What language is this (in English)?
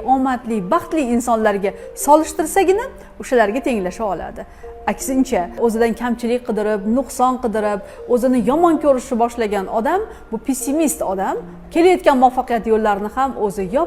Uzbek